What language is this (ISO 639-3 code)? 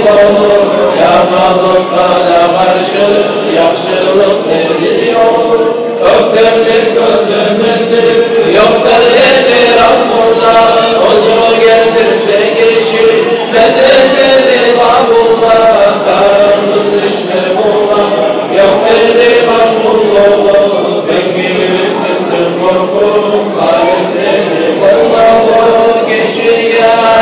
kum